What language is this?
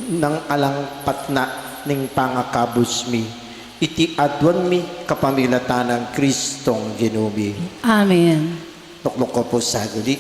Pampanga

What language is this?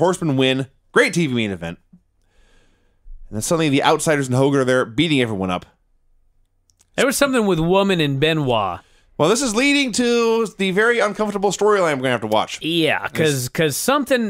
English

